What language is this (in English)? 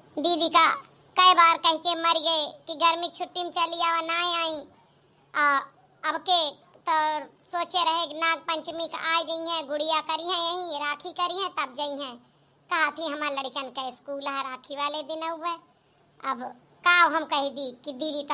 Awadhi